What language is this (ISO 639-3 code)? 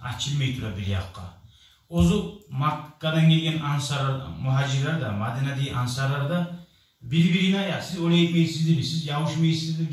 kum